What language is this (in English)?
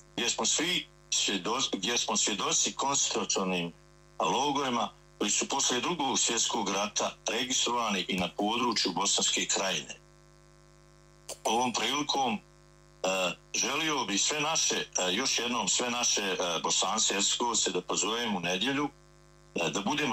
Bosnian